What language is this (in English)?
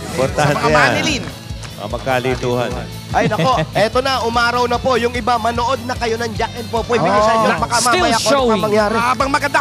Filipino